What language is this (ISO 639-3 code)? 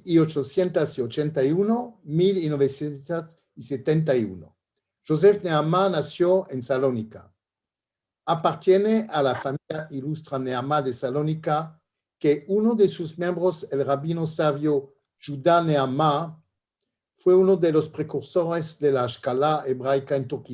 lad